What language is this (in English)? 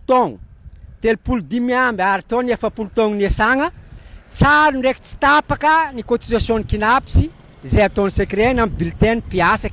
Malagasy